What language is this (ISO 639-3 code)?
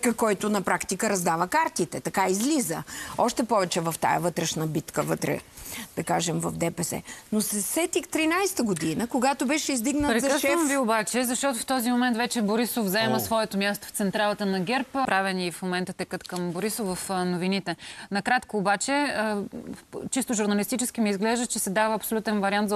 bul